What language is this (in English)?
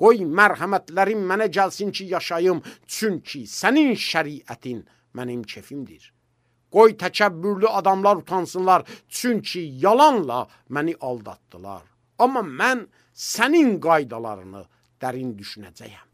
Azerbaijani